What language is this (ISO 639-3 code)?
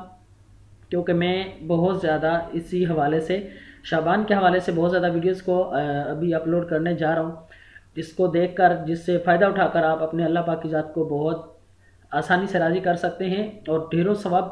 urd